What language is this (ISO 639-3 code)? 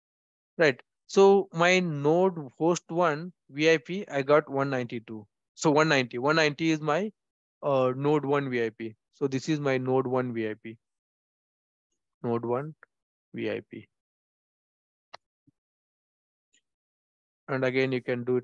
eng